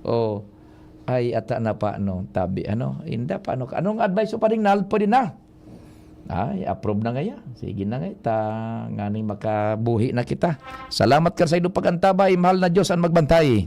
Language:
Bikol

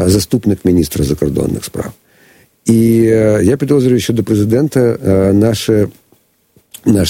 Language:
Ukrainian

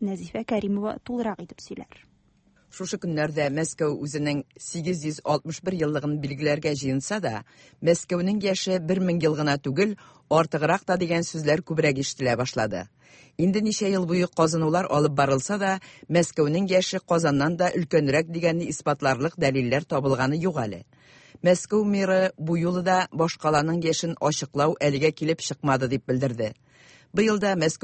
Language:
Tatar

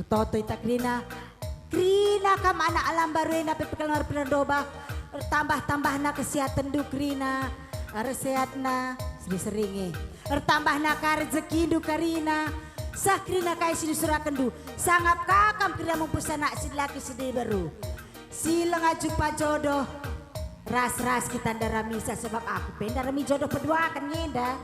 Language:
Batak Karo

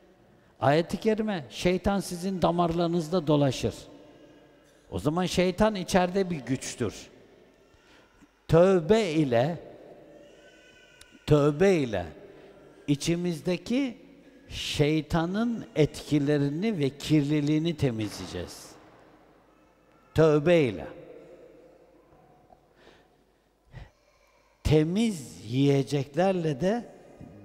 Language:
Turkish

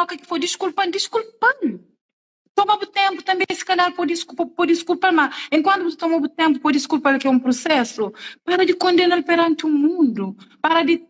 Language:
Kabuverdianu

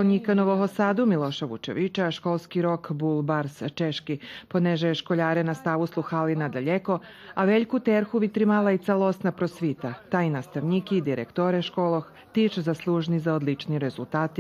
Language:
Rusyn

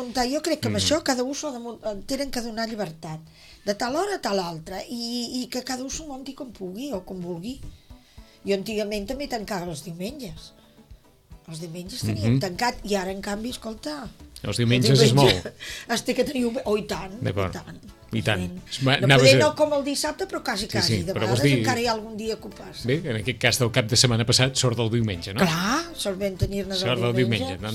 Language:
Catalan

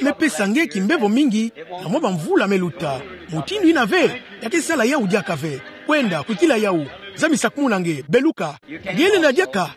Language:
Kituba (Democratic Republic of Congo)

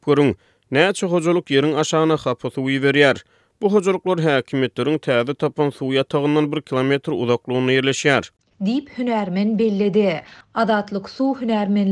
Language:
Turkmen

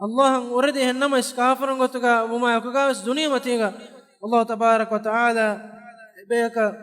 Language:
Divehi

